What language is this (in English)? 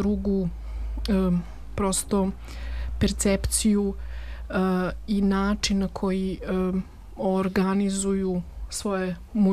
Serbian